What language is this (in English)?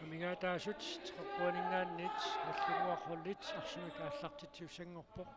Kalaallisut